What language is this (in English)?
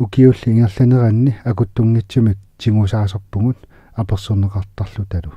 Kalaallisut